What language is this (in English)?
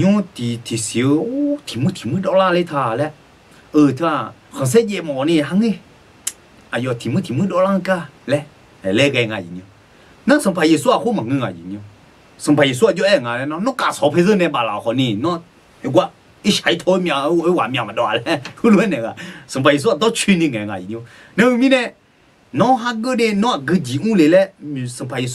Akha